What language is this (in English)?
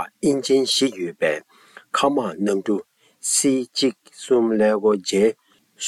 Tibetan